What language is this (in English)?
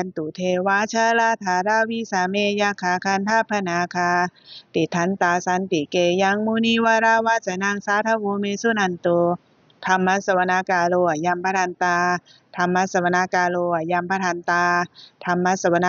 Pali